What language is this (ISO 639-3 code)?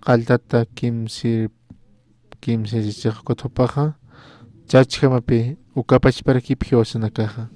aym